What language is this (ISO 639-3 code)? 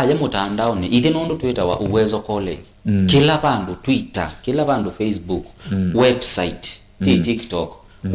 kam